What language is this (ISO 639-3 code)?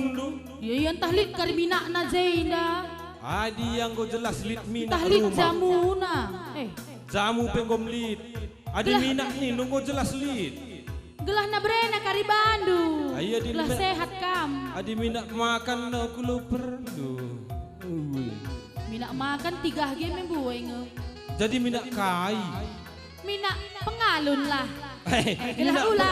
btx